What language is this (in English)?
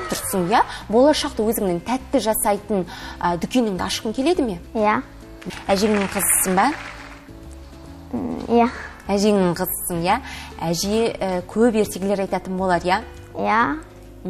Kazakh